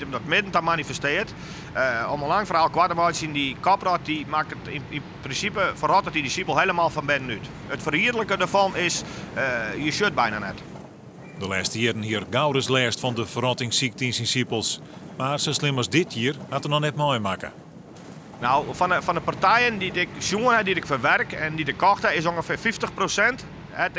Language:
Western Frisian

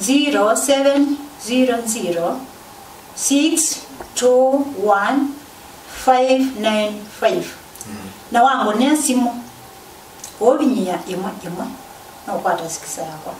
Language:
Kamba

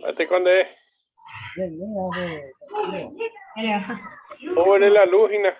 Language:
Guarani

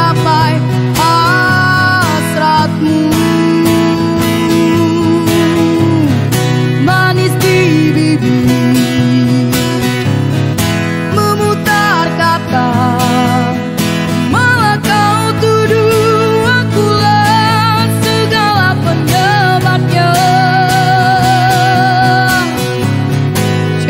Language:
Indonesian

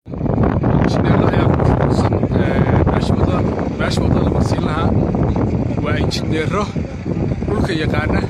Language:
Somali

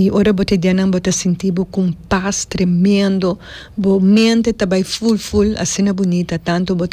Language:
Papiamento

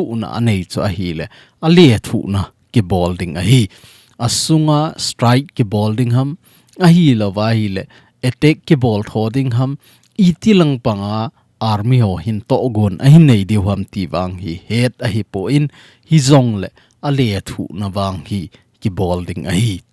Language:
Thado Chin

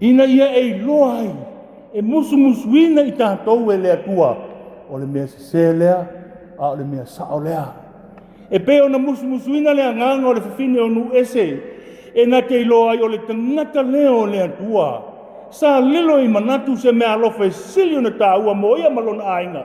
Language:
Samoan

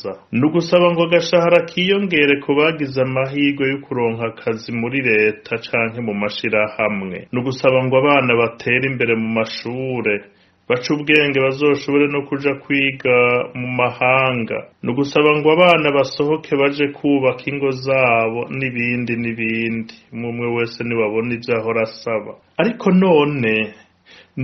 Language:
Rundi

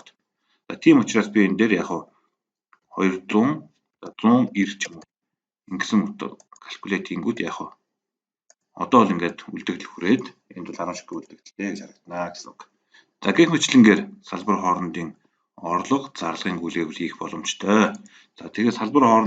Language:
Mongolian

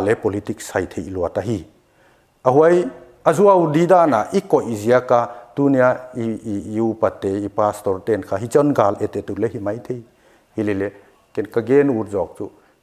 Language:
Paite Chin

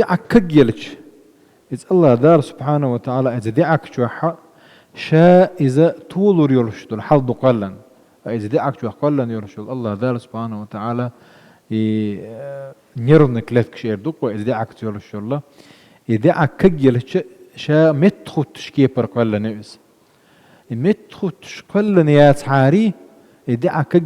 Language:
Chechen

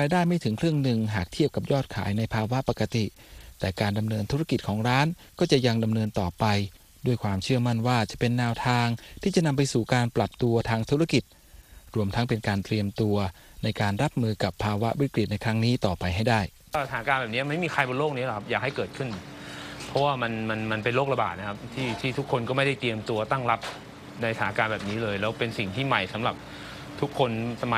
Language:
Thai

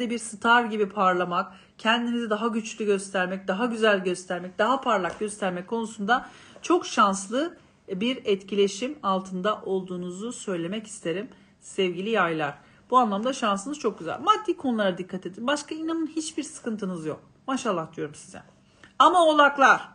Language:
Turkish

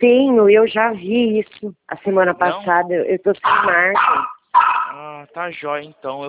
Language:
Portuguese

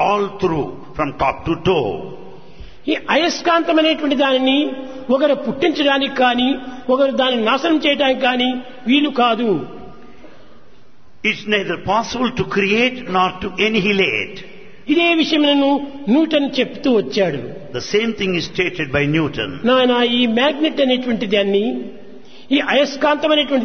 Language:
Telugu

